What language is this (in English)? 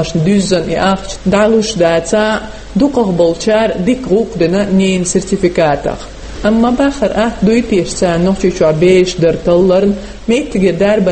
Chechen